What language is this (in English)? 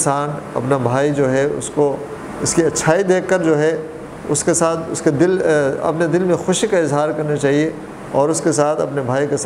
Urdu